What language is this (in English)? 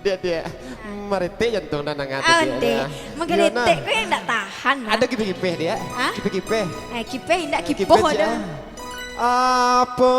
Minangkabau